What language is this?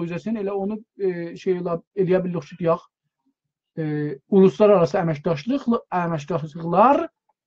South Azerbaijani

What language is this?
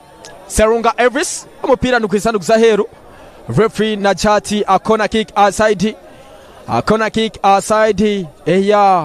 Nyankole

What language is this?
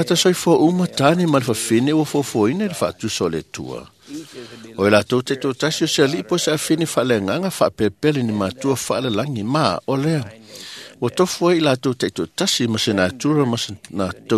Samoan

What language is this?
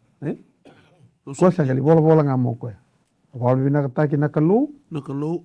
Fijian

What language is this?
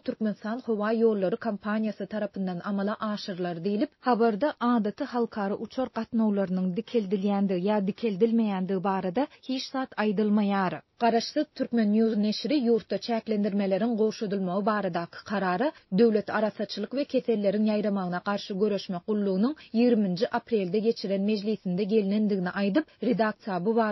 Turkmen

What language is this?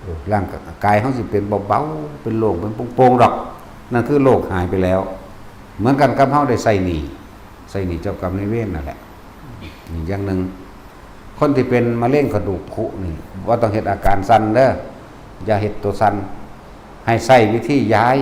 Northeastern Thai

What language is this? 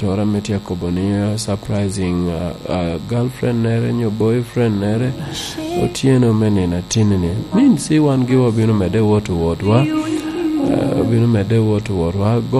Lango (Uganda)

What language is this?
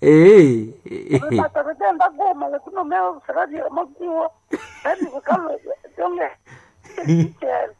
Nande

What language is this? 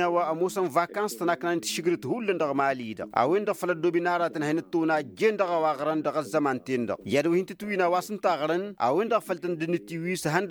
Tamasheq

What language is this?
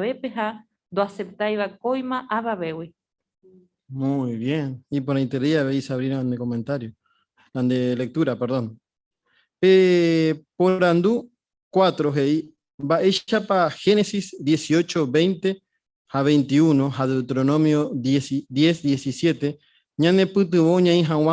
Guarani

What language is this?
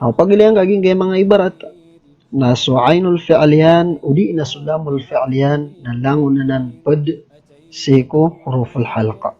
Maranao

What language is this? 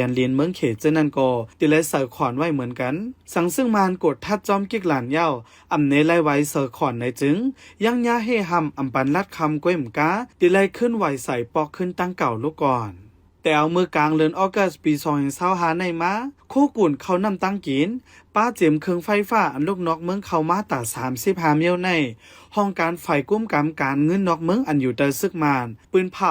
Shan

